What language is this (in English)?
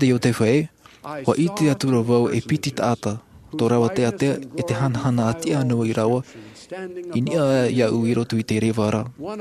Tahitian